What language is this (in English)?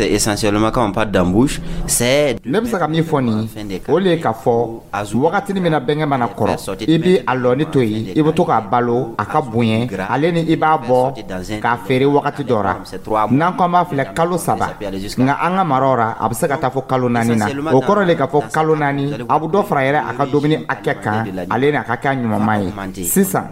Dyula